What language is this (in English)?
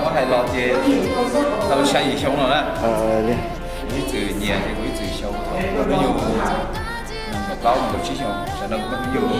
Hmong